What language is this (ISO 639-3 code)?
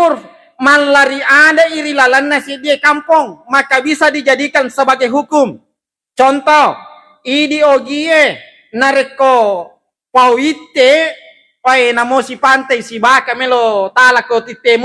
bug